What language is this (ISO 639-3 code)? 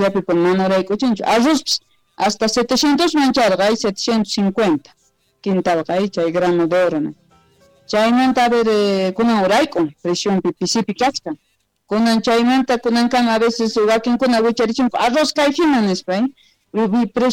quh